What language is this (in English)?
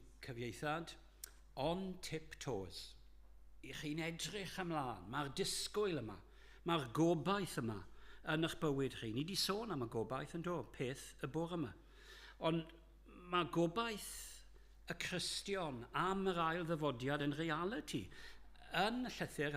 Welsh